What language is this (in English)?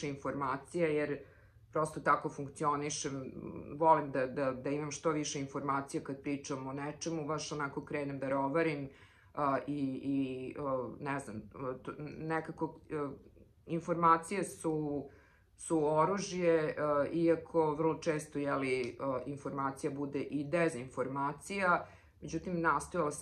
Serbian